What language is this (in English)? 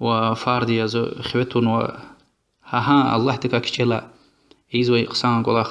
Lezghian